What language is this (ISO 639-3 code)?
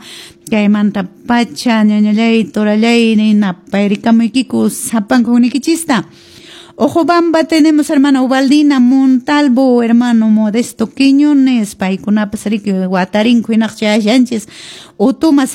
que